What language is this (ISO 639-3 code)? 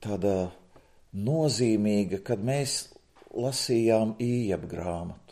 lav